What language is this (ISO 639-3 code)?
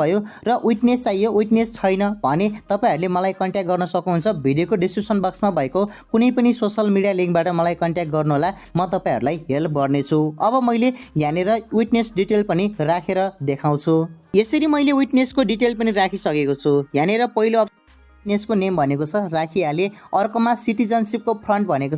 nep